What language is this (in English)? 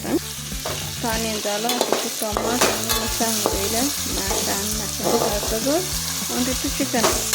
Konkani